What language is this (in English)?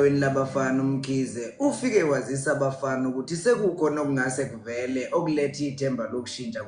Zulu